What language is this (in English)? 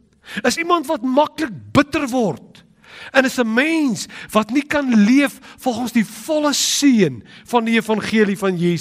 Afrikaans